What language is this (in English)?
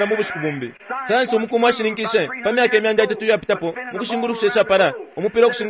Bemba